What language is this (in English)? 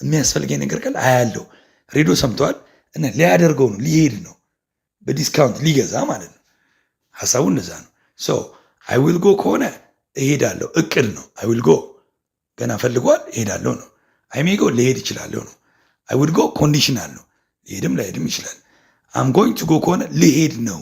Amharic